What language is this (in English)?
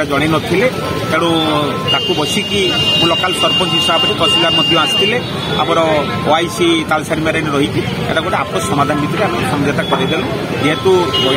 Odia